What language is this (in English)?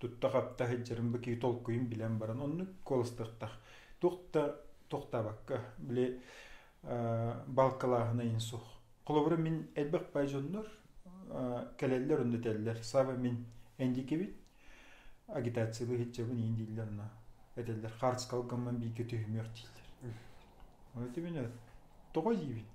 Yakut